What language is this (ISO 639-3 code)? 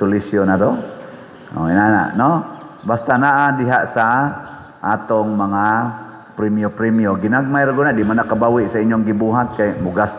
ceb